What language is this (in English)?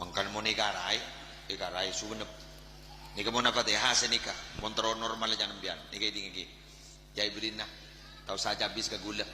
Madurese